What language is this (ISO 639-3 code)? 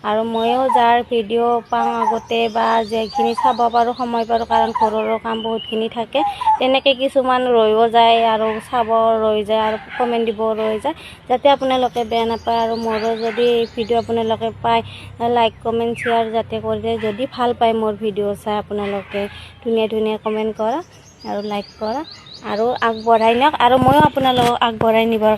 asm